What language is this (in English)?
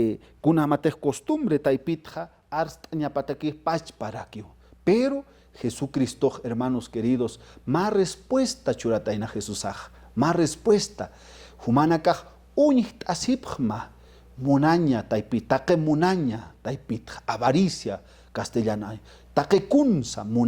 Aymara